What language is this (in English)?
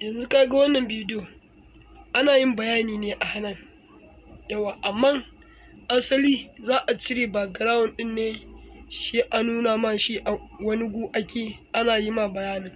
Hausa